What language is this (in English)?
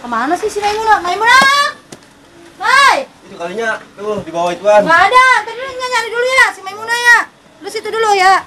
Betawi